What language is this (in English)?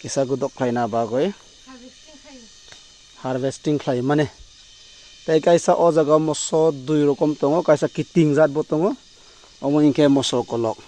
Kok Borok